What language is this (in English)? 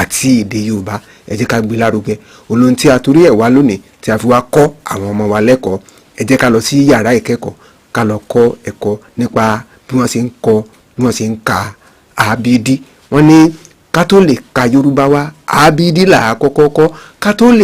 Yoruba